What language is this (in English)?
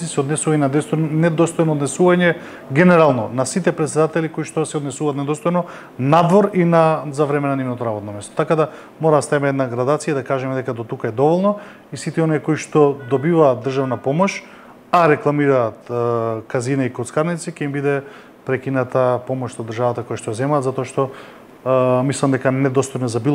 Macedonian